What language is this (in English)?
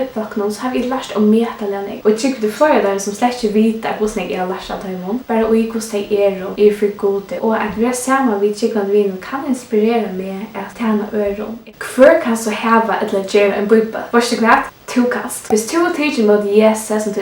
Faroese